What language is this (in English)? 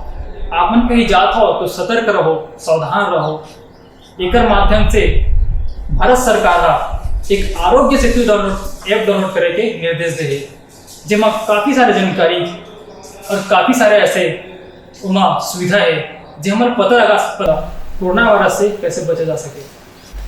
Chhattisgarhi